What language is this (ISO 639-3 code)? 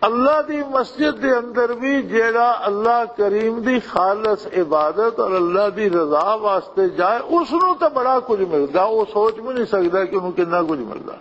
lah